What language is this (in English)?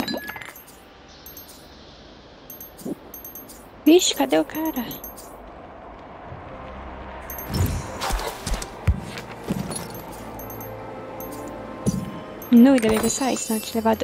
Portuguese